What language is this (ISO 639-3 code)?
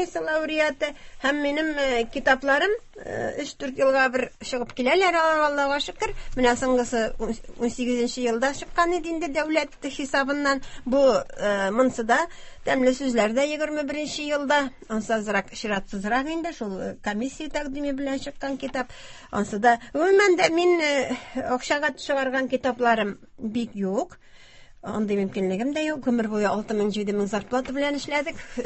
tat